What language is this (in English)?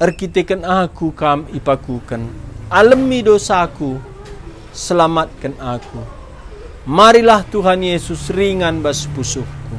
Batak Karo